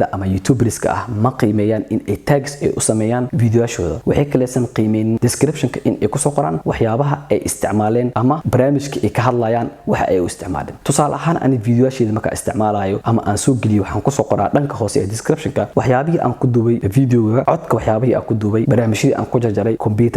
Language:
Somali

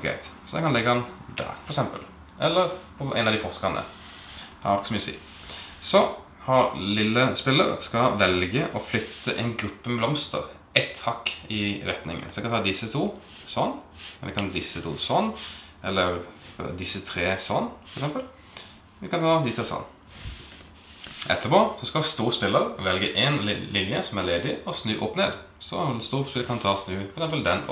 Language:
Norwegian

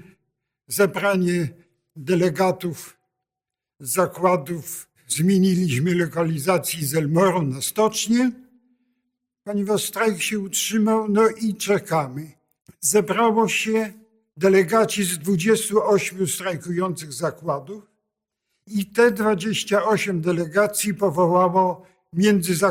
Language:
Polish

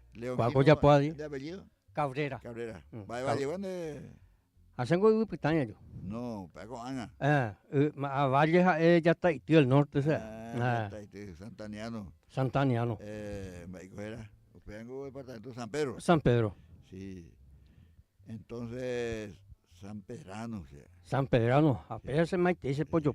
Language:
Guarani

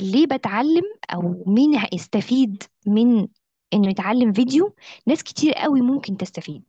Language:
Egyptian Arabic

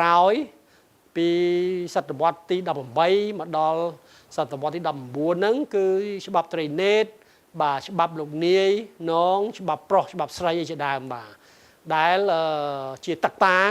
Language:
Khmer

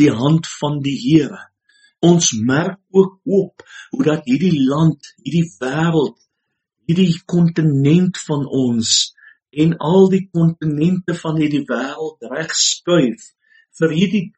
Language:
Afrikaans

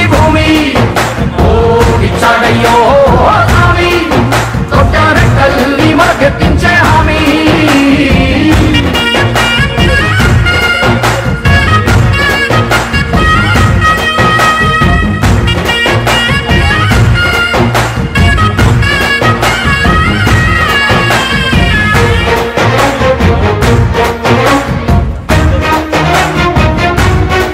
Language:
Telugu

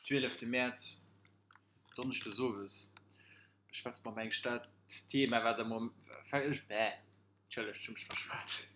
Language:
Luxembourgish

